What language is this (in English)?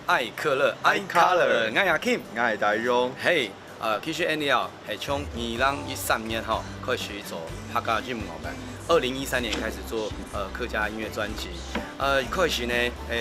Hakka Chinese